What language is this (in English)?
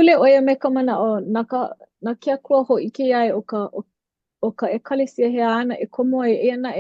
Hawaiian